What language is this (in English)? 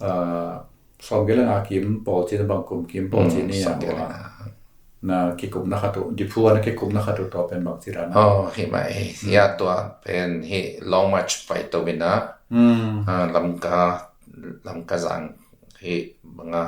Tedim Chin